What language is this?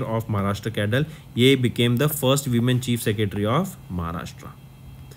English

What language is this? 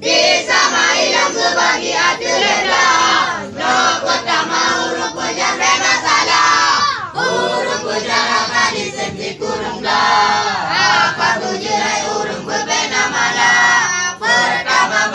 Achinese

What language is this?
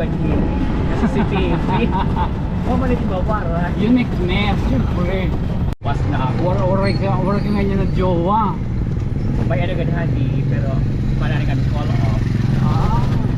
Waray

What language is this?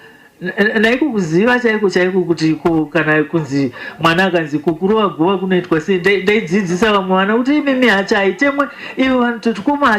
Shona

